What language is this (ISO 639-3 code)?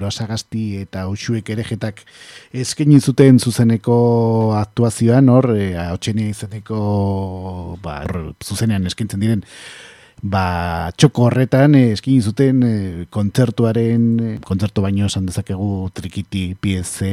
eus